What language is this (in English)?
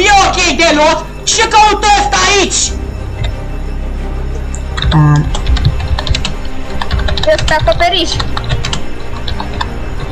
Romanian